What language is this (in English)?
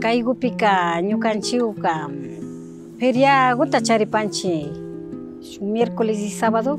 Imbabura Highland Quichua